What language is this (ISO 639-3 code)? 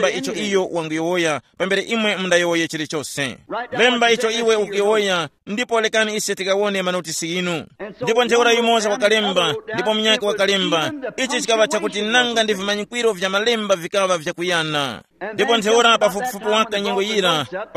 tum